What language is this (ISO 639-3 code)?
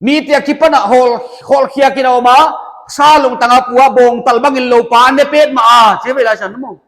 pck